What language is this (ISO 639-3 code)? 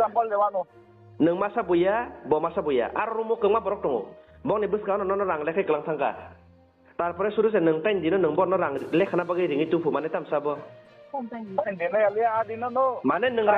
trp